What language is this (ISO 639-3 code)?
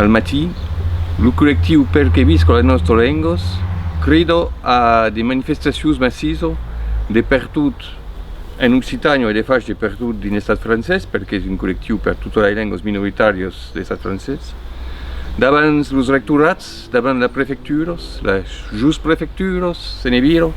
oci